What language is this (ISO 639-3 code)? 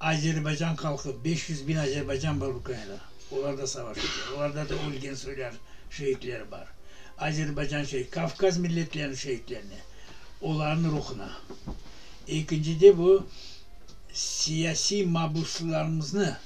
crh